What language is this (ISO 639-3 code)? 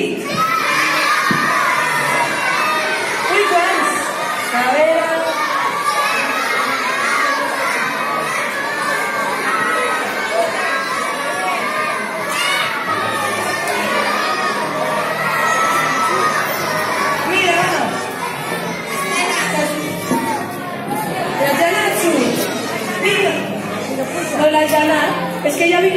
cat